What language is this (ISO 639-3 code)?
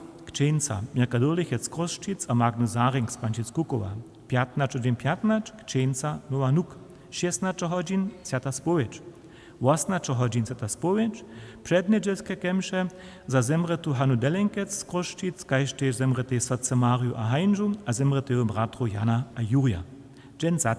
hsb